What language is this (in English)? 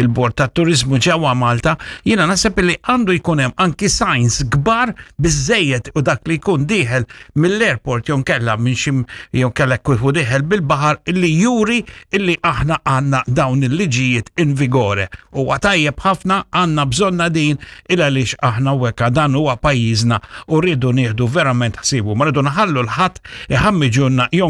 Maltese